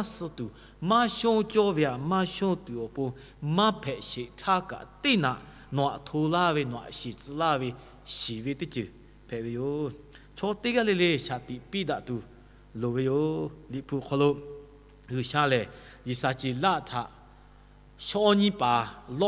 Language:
Lahu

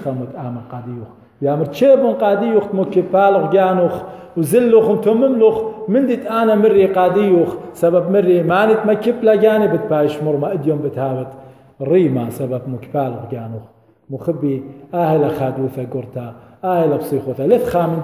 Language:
Assyrian Neo-Aramaic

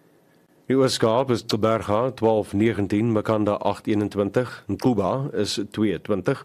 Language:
Afrikaans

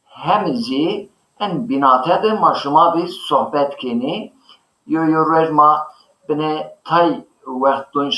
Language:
Zaza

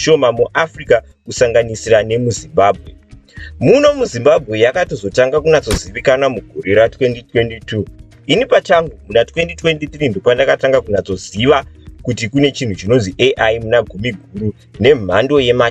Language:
Shona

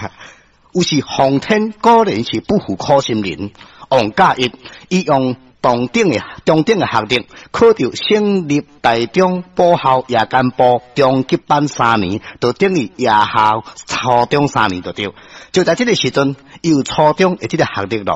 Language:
Min Nan Chinese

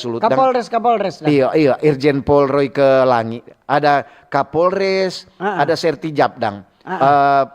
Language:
Manado Malay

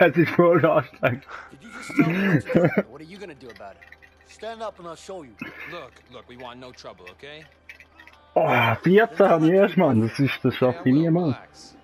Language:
Swiss German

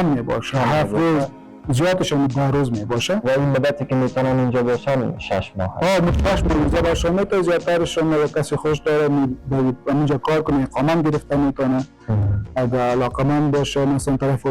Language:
Persian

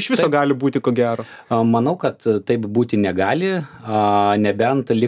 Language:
Lithuanian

